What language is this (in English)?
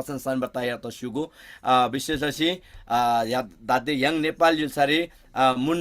Eastern Tamang